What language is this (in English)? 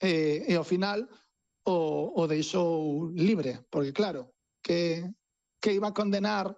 Galician